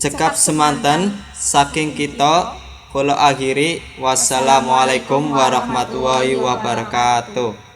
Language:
Javanese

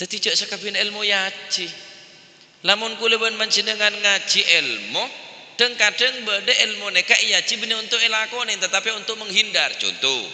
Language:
Madurese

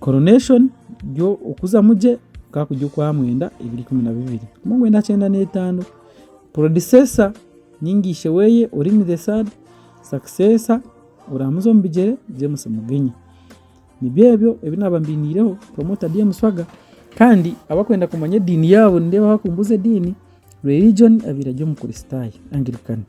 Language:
Nyankole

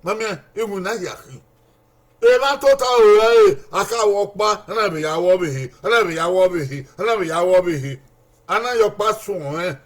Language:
Bini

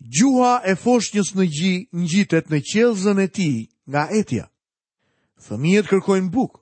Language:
Albanian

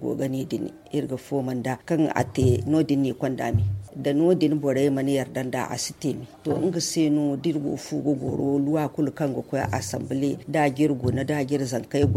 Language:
Zarma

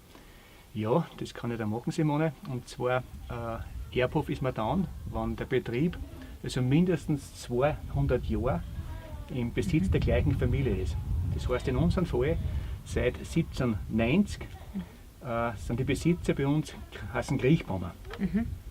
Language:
Bavarian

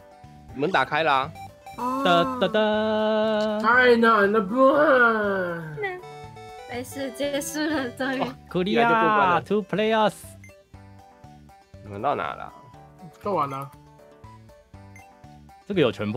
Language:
Chinese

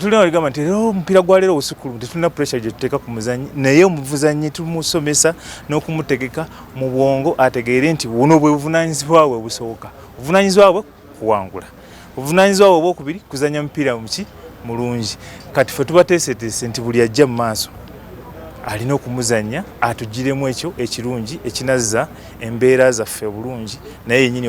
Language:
Ganda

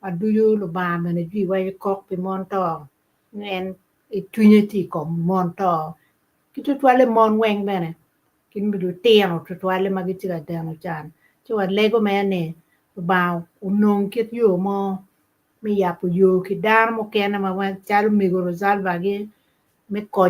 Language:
Acoli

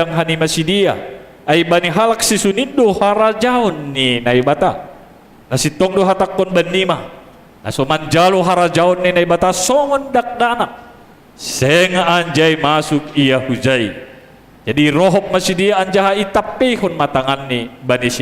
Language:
Batak Simalungun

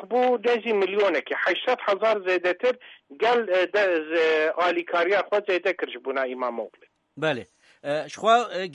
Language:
Kurdish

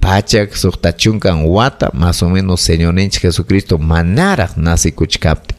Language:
Ayacucho Quechua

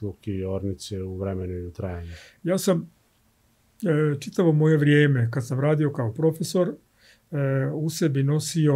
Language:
Serbian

